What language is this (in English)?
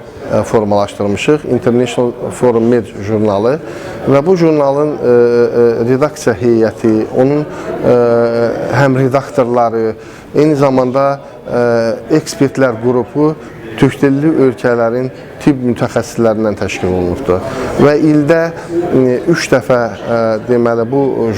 Azerbaijani